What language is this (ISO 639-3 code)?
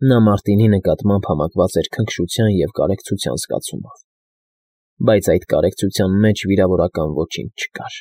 hye